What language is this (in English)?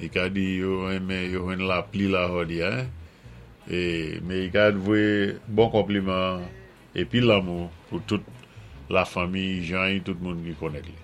Saint Lucian Creole French